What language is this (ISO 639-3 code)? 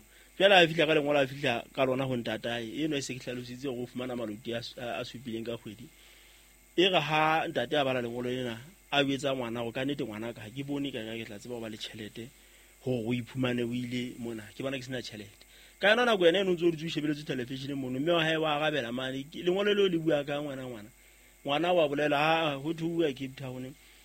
sot